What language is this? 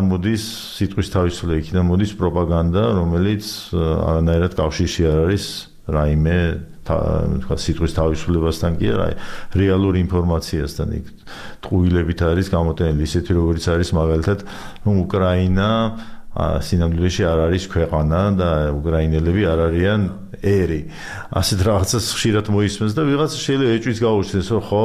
Georgian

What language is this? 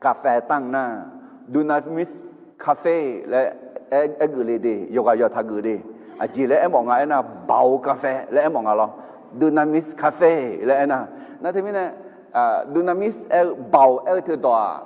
Akha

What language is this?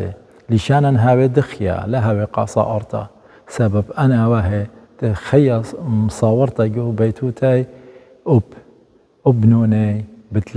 Assyrian Neo-Aramaic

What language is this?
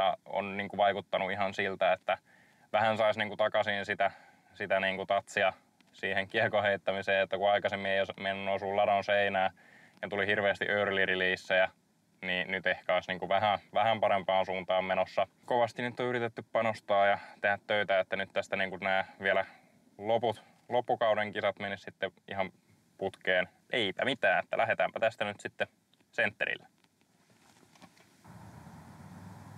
Finnish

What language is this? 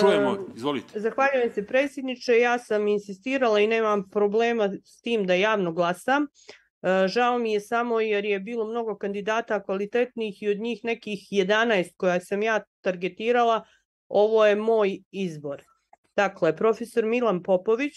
Bosnian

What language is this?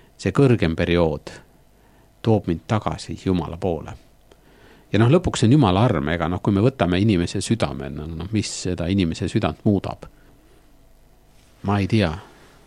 Estonian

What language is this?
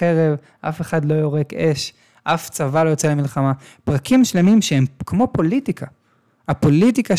Hebrew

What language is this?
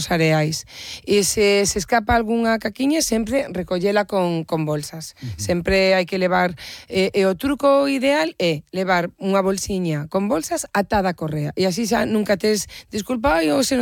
Galician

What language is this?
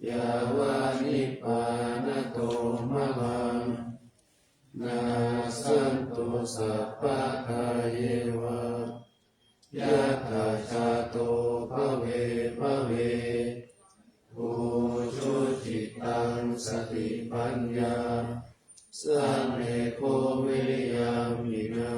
Pali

